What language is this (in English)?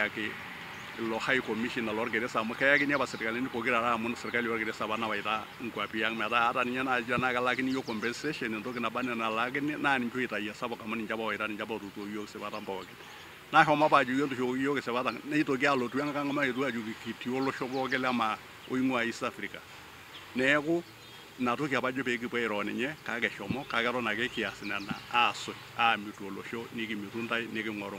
Masai